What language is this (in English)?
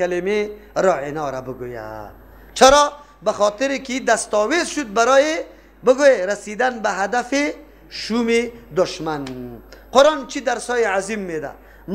Persian